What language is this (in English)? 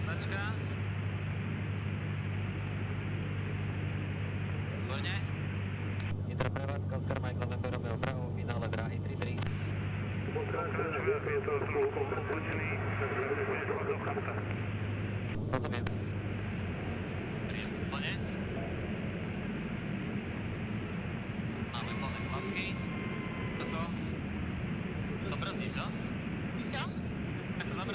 Slovak